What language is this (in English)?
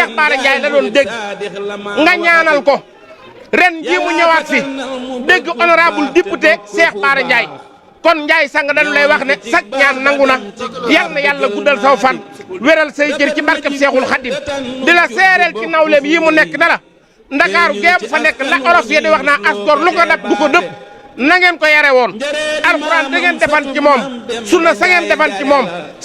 Wolof